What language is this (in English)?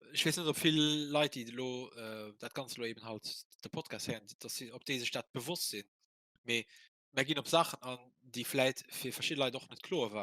Luxembourgish